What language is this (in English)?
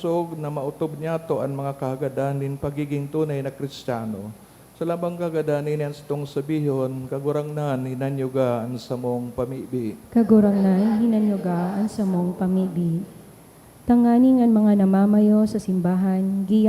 Bikol